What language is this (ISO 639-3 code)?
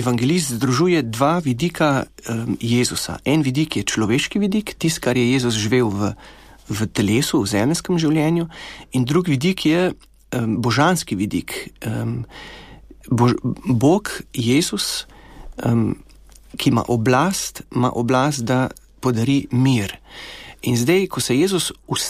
slv